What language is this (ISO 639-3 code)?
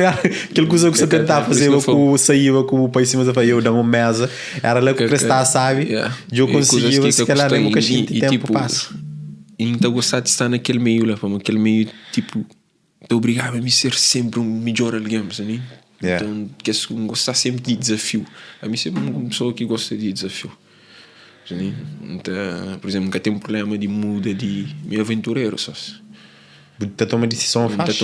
kea